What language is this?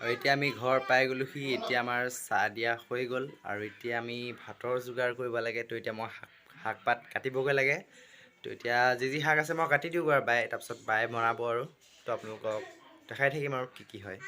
Assamese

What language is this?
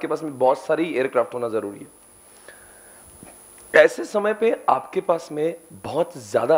Hindi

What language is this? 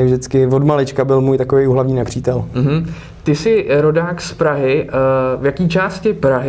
Czech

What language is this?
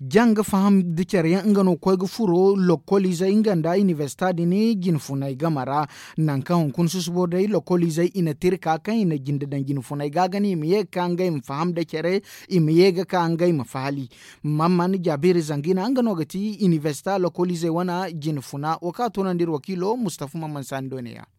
Zarma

